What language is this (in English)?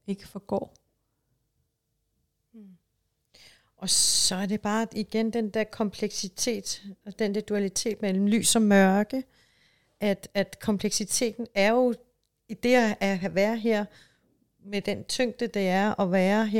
Danish